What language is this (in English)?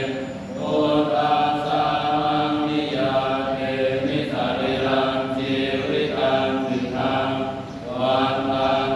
Pali